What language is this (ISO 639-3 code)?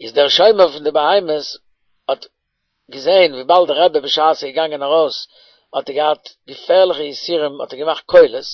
yid